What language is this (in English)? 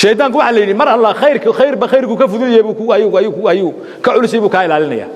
Somali